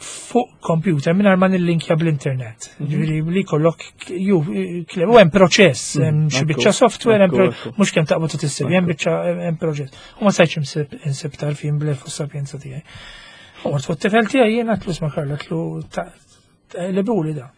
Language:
Maltese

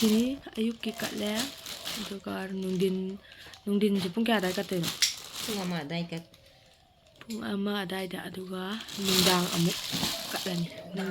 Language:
Manipuri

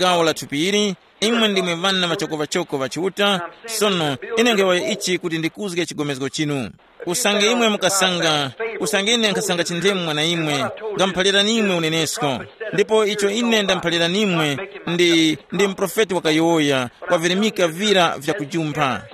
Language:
Tumbuka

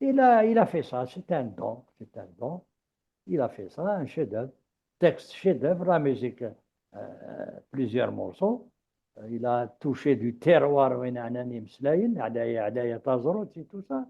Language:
Kabyle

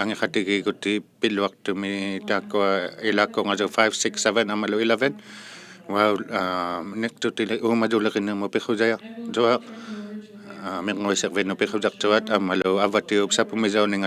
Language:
Inuktitut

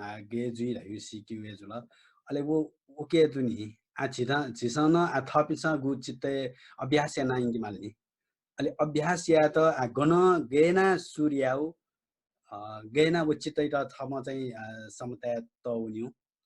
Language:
Newari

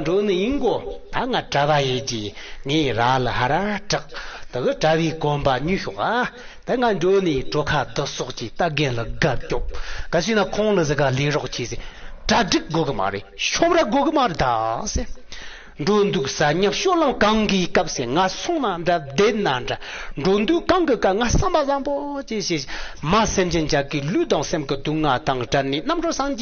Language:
Tibetan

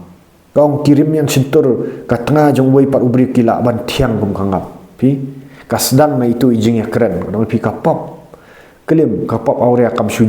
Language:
Khasi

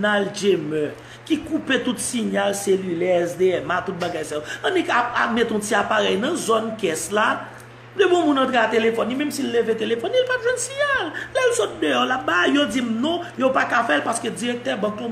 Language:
Haitian Creole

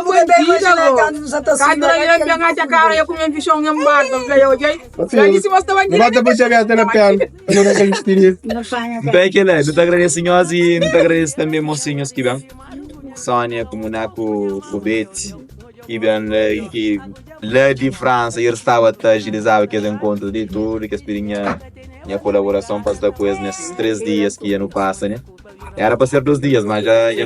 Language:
Kabuverdianu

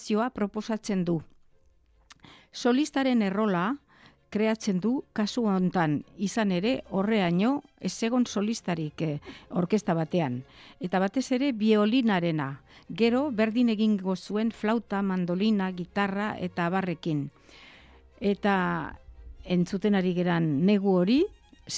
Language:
Basque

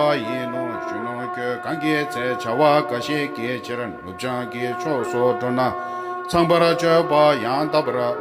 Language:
Tibetan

